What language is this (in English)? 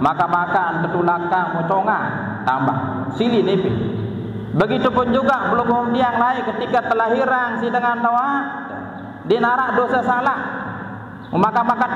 Sasak